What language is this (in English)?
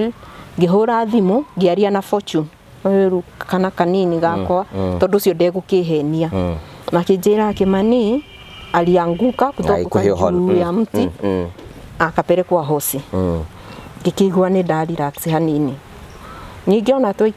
Kikuyu